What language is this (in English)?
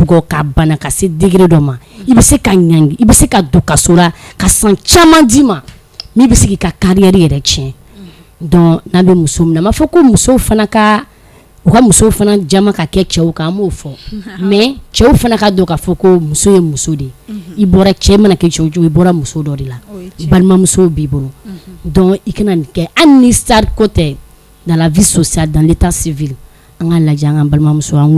Bambara